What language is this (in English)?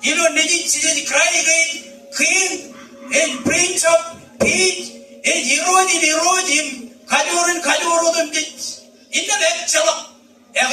Marshallese